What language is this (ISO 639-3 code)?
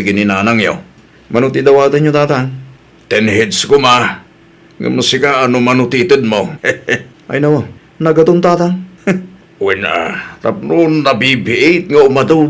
ilo